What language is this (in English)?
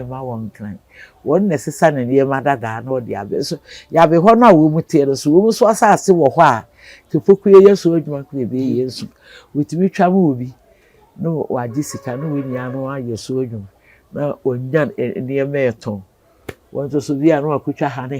Akan